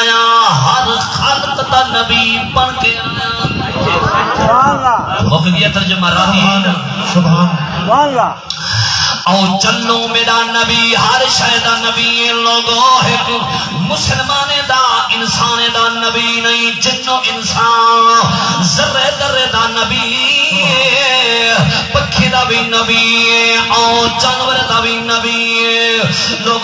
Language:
Saraiki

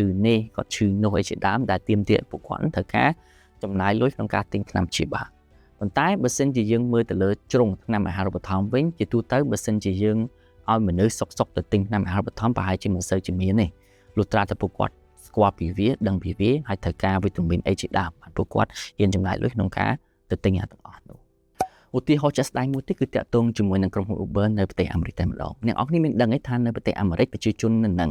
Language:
Khmer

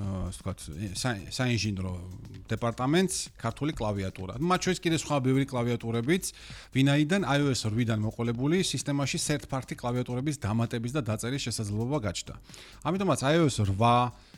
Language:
Georgian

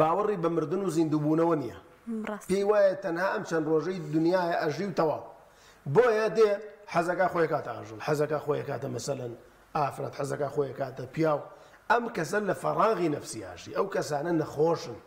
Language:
Central Kurdish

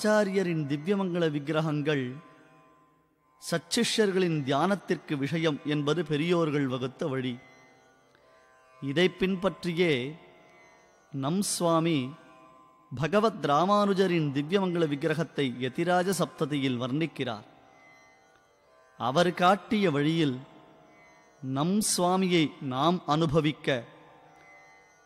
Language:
Tamil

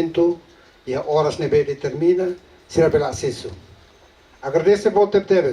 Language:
Tetum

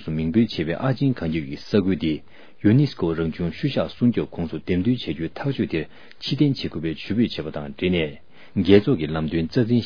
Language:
Tibetan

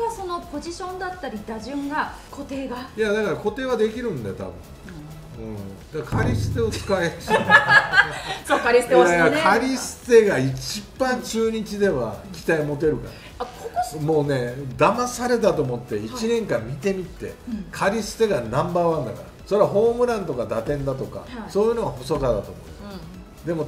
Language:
Japanese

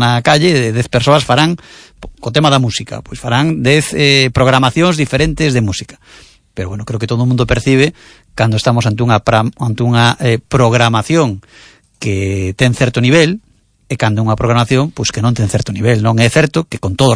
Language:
Galician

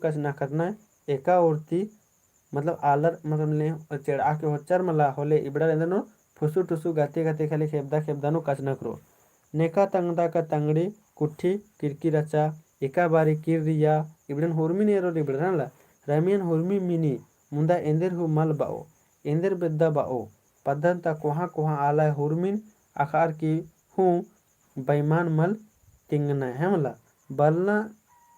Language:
Kurukh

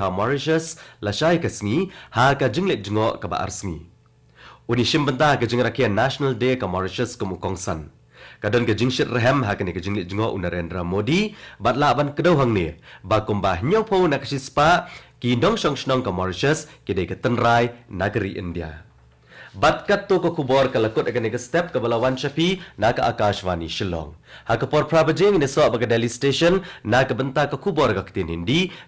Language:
Khasi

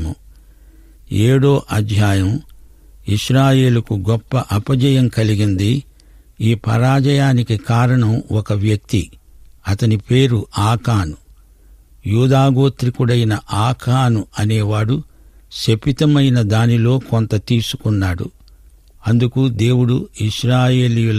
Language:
Telugu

